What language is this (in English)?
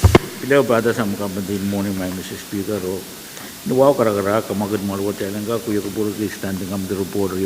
Pohnpeian